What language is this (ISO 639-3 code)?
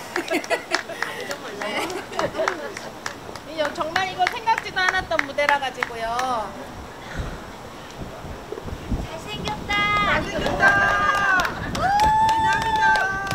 kor